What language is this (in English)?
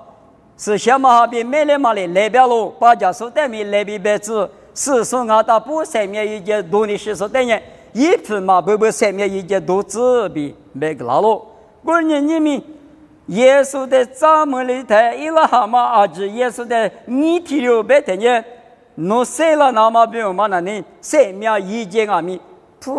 Lisu